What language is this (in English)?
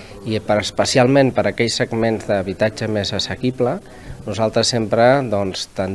Catalan